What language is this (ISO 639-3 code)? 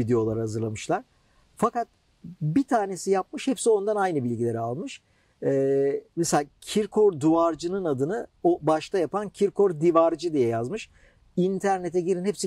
tur